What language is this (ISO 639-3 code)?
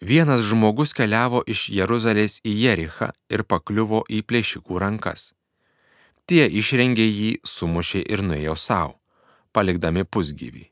lit